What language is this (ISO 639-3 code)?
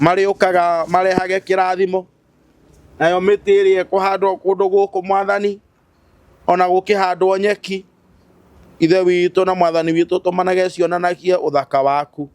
kik